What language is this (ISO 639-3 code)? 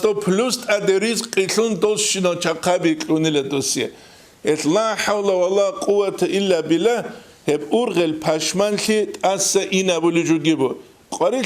ava